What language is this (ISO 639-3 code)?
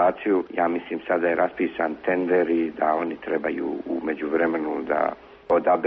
srp